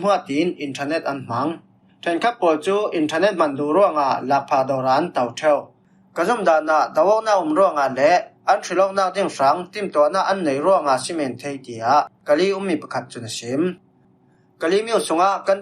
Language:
Falam Chin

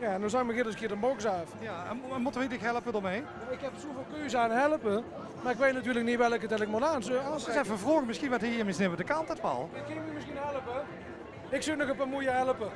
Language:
Limburgish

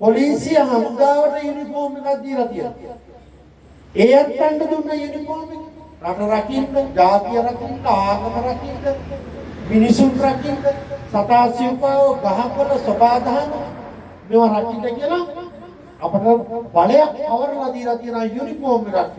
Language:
Sinhala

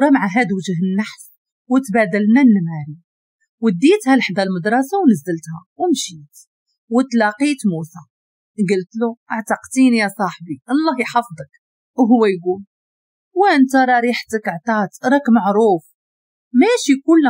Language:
Moroccan Arabic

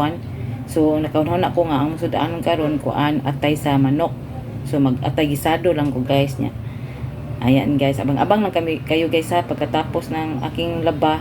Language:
Cebuano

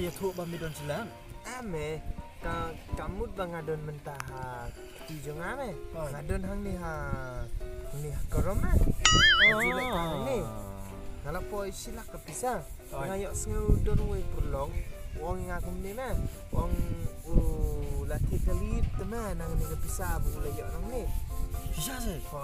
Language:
Khasi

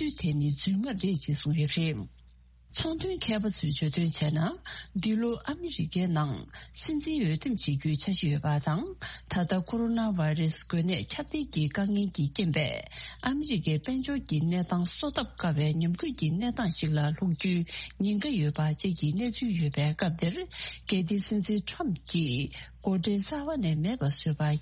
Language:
Tibetan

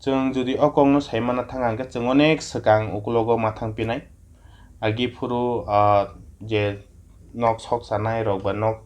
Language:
Kok Borok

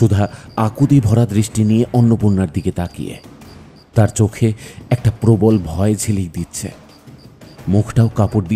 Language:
Bangla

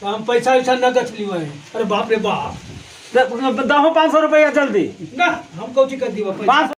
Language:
Magahi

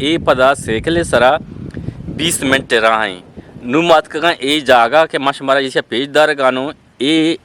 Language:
Eastern Balochi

